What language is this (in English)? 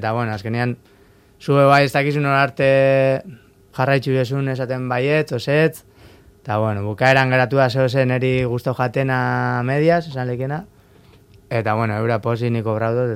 Basque